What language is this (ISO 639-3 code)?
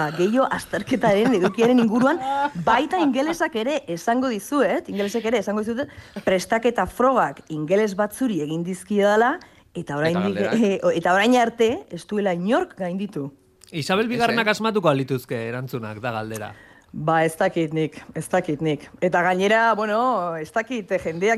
eus